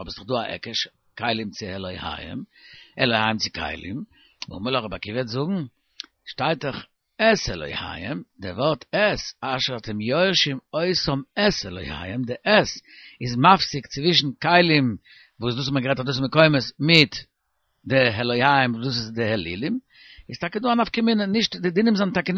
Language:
Yiddish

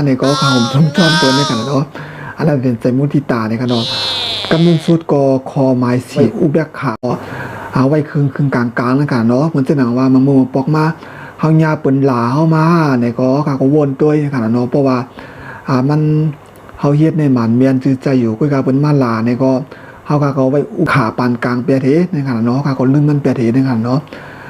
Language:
Shan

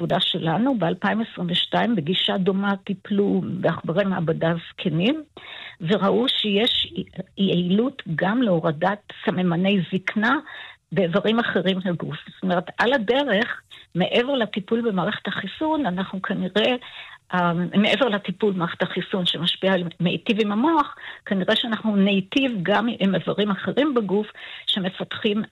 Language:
Hebrew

